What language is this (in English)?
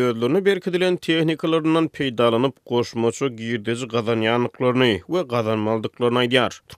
Turkmen